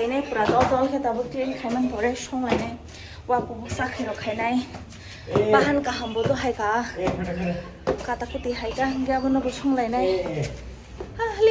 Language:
Kok Borok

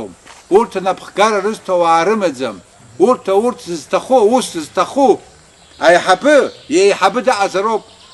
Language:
Abkhazian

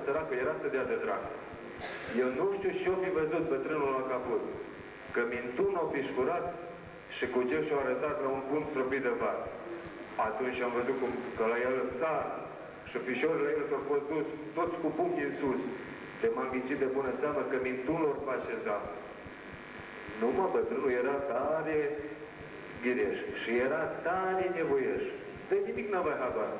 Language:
Romanian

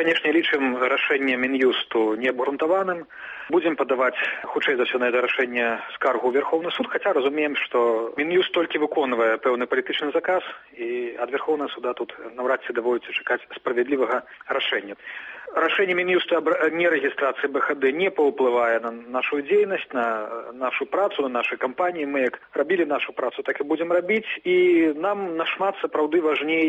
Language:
Belarusian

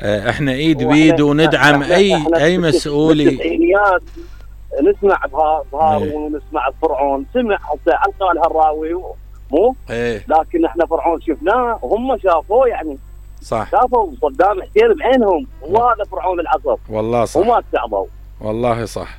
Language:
Mesopotamian Arabic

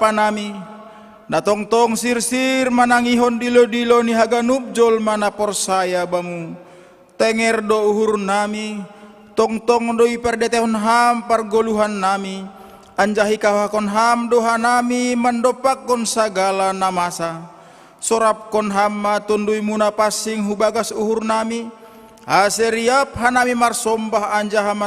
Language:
Batak Simalungun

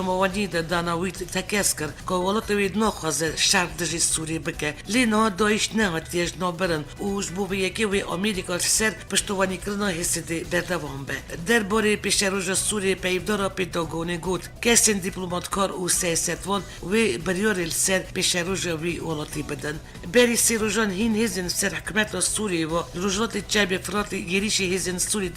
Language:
Kurdish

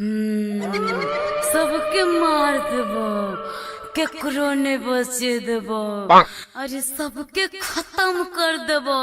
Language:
Magahi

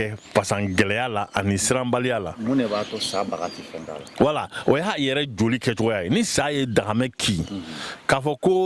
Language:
Bambara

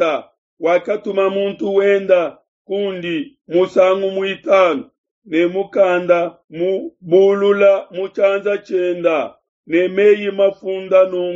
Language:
Luba-Lulua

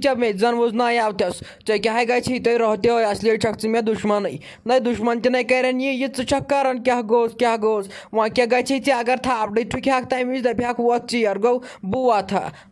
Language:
Kashmiri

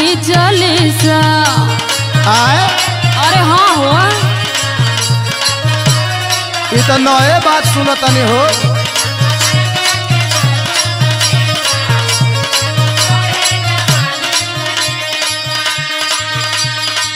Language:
Bhojpuri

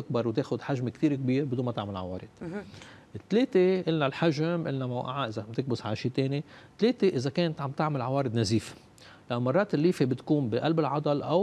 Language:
North Levantine Arabic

